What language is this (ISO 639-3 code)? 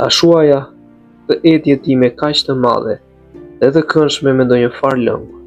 sqi